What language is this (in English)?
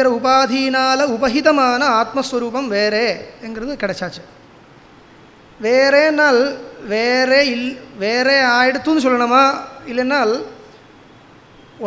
Tamil